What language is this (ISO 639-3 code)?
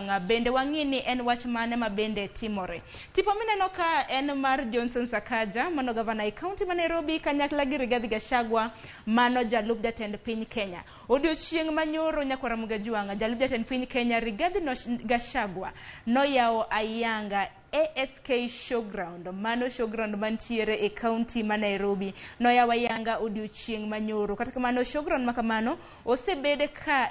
luo